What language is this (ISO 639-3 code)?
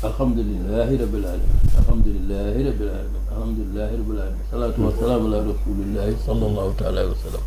wol